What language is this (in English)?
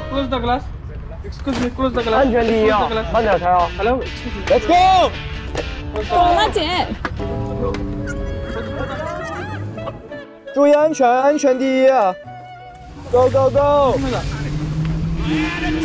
Chinese